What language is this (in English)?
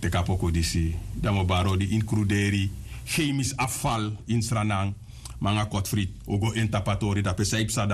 Sranan Tongo